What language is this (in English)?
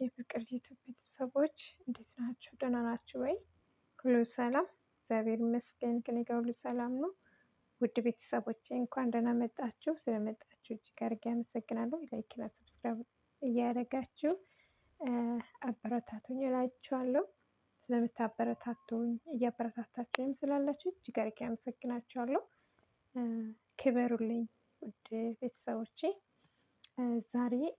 Amharic